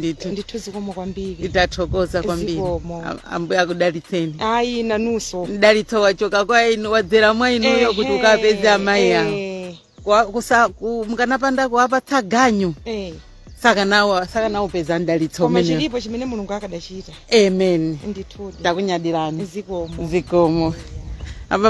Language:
Nyanja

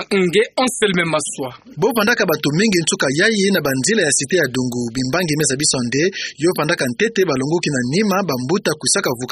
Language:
Kituba (Democratic Republic of Congo)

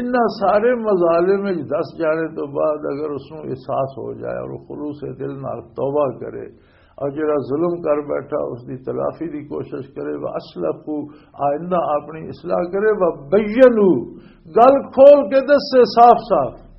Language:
Western Panjabi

